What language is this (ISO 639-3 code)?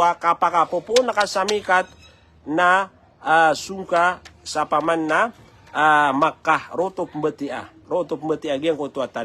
mrw